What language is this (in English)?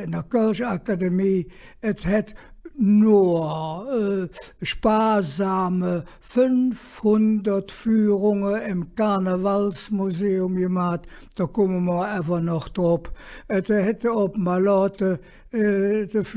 Colognian